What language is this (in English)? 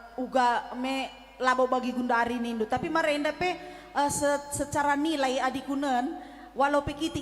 Batak Karo